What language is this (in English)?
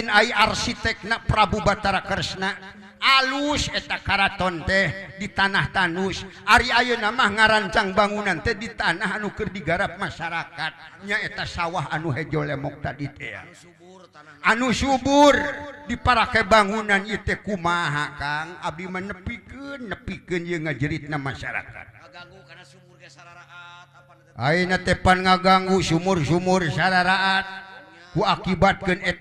Sundanese